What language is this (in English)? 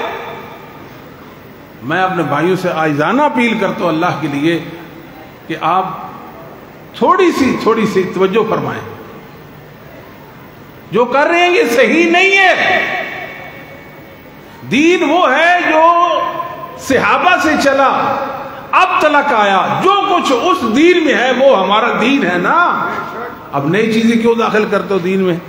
Urdu